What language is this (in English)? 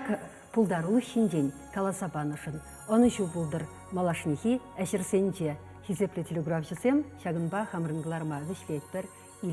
Chuvash